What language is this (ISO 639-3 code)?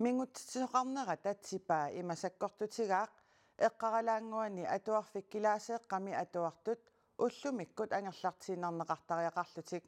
kal